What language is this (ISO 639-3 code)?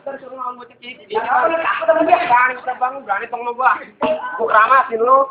bew